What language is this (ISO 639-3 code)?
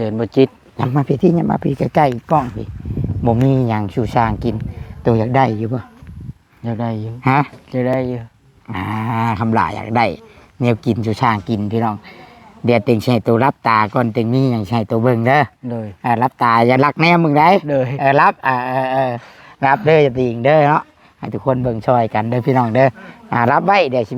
tts